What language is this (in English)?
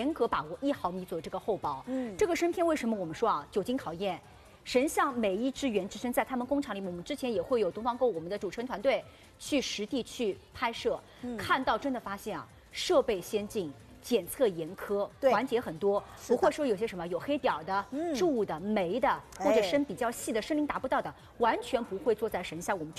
Chinese